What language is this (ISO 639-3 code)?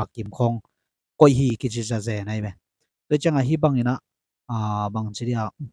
ctd